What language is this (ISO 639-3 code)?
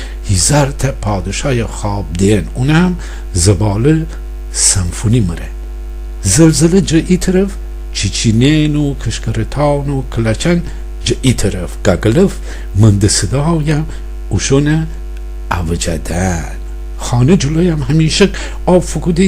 glk